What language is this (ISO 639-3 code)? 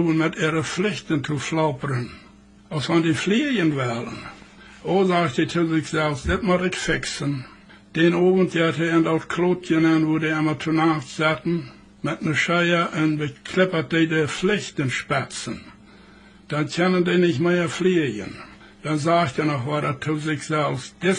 pdt